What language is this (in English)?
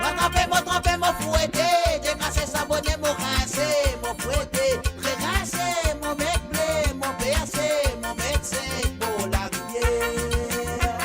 Morisyen